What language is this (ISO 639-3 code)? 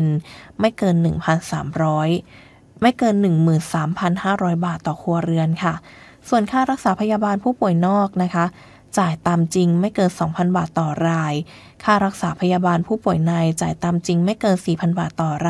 tha